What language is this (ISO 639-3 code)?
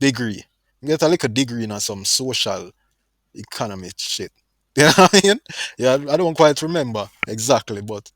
jam